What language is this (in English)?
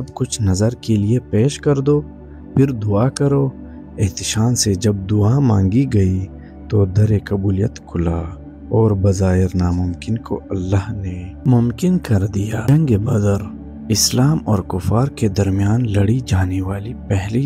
Urdu